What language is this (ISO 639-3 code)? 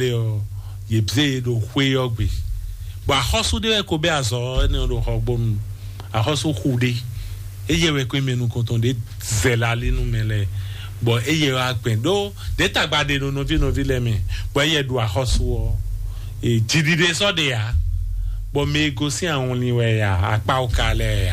fon